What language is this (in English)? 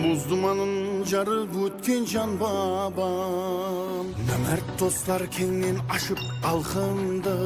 Kara-Kalpak